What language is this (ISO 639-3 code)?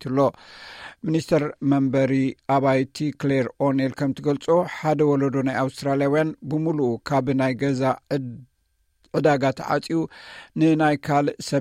tir